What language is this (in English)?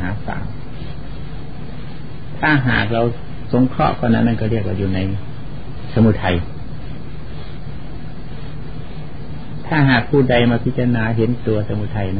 Thai